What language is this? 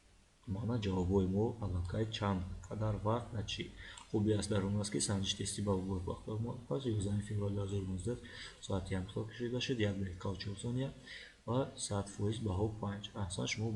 Tajik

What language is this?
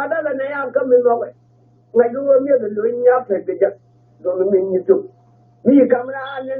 Nuer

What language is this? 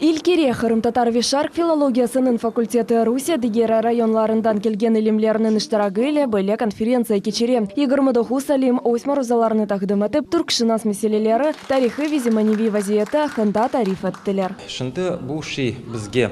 Crimean Tatar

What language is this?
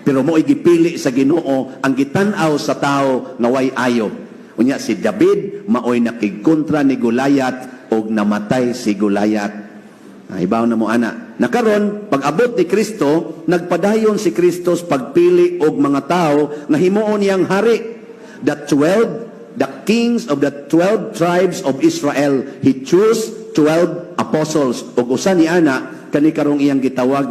Cebuano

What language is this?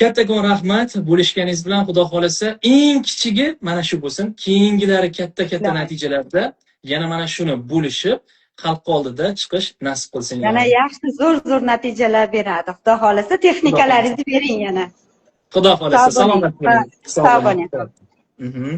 Uzbek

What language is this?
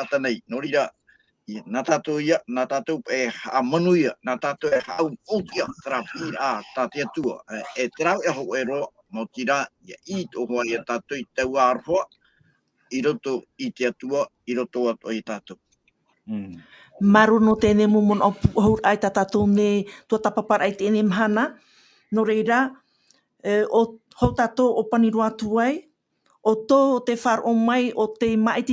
Tahitian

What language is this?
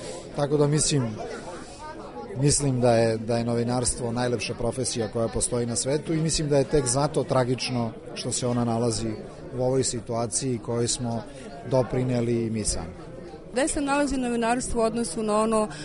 Serbian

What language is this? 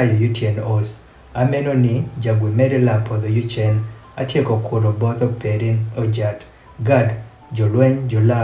Adhola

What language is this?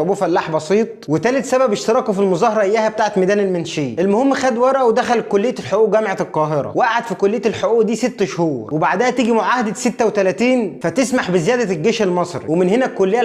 Egyptian Arabic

